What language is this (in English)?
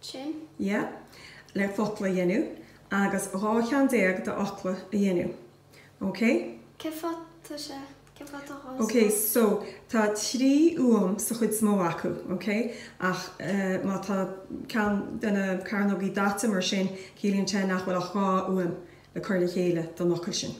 Irish